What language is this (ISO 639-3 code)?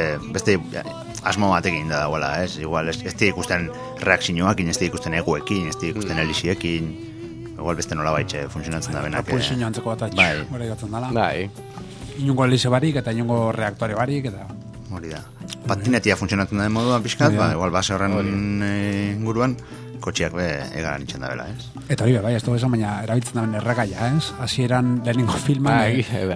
eus